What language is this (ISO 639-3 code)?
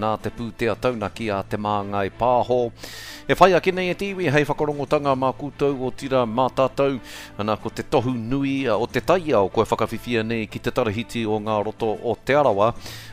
mri